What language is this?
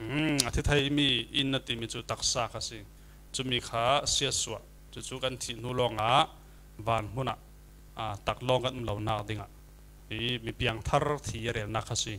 Falam Chin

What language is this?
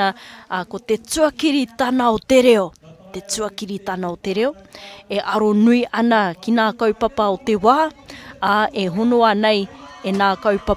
Māori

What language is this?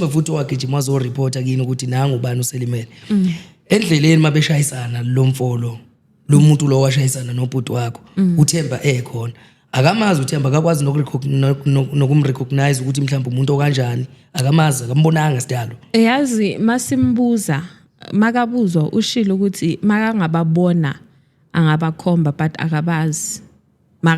Zulu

